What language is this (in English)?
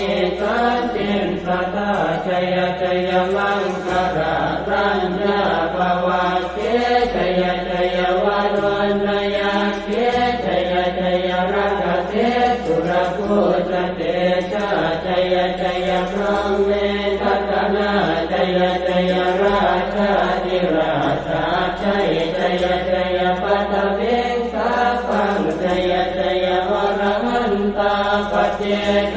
Pali